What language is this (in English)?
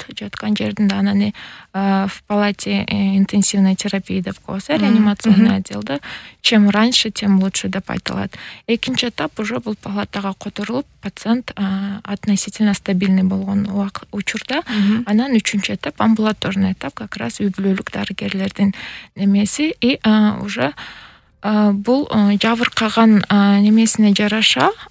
Kyrgyz